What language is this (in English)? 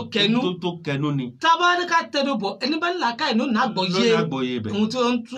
Yoruba